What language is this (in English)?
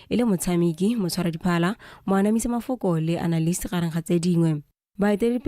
Tswana